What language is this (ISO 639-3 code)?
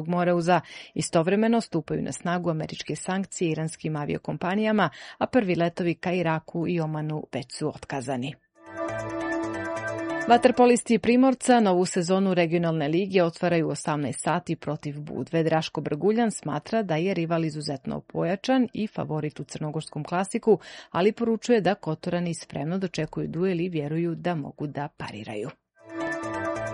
srp